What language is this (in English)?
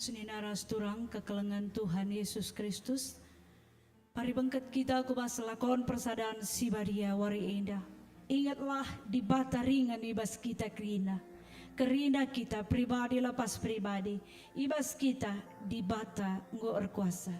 Batak Karo